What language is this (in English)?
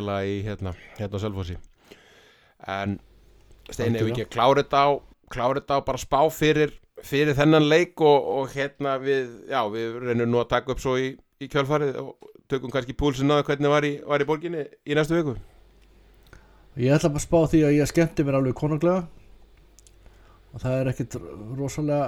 Icelandic